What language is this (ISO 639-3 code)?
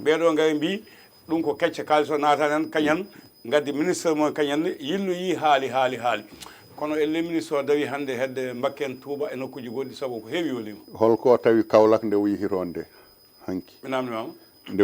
ful